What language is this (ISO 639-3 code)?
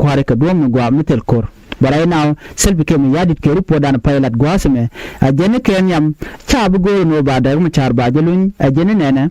nus